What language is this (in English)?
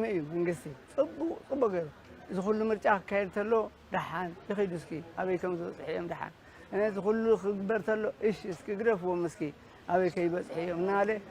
Tigrinya